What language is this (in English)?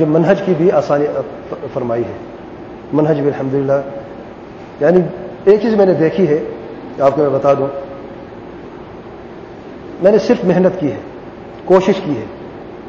Urdu